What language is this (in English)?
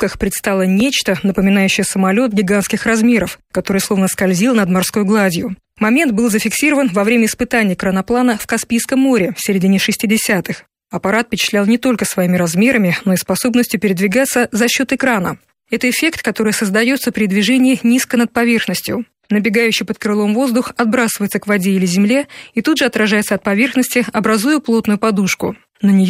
Russian